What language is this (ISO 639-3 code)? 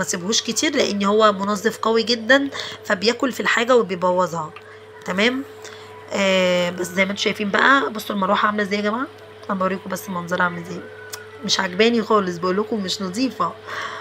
arz